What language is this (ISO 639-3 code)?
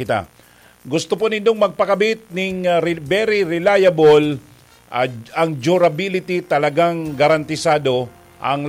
bik